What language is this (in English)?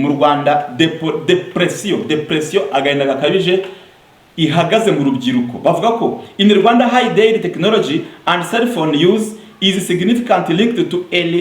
Kinyarwanda